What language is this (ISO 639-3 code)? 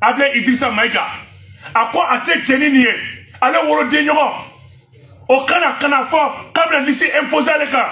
bam